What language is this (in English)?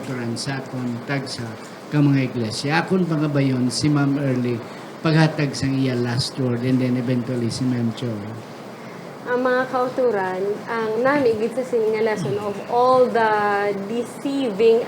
Hiligaynon